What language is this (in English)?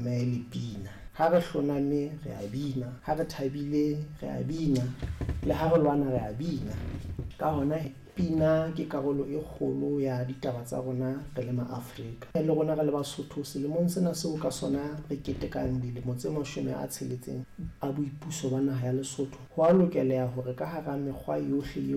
Southern Sotho